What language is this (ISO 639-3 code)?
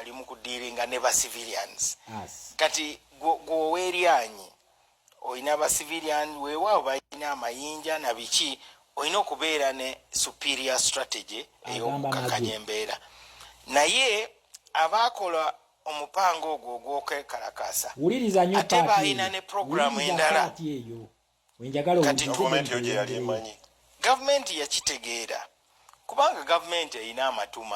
lug